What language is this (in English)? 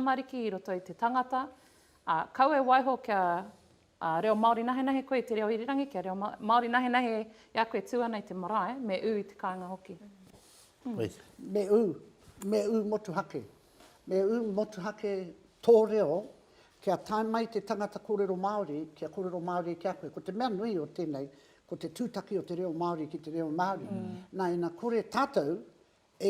Māori